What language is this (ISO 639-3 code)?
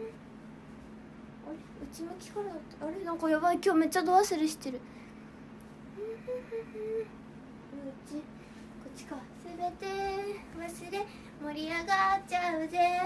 jpn